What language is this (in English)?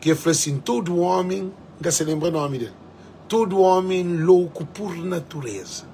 Kabuverdianu